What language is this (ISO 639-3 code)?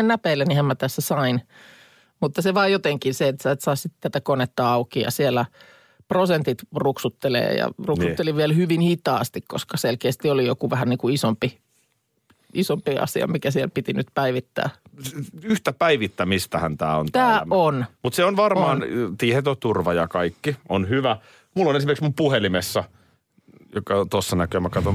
fin